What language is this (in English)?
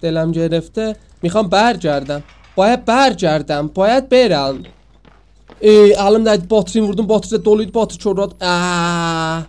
South Azerbaijani